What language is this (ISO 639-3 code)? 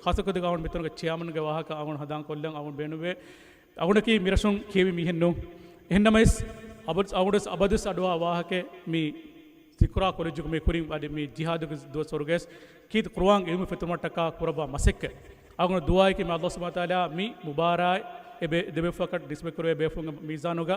div